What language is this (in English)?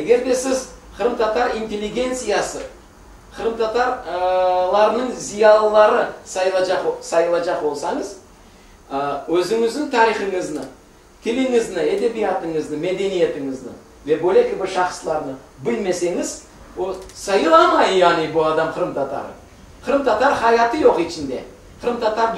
Crimean Tatar